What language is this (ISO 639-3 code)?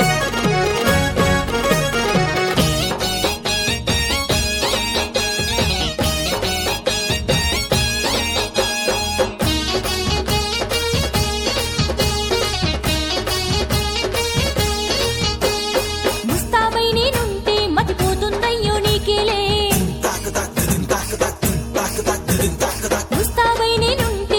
tel